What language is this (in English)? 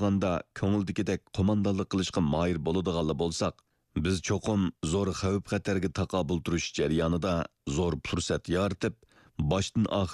Uyghur